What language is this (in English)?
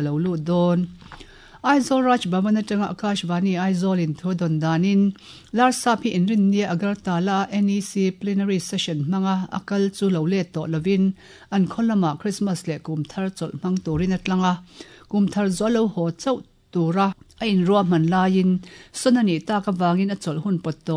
Mizo